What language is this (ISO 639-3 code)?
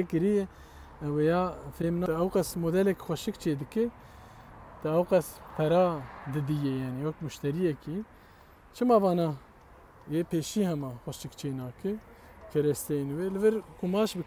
kur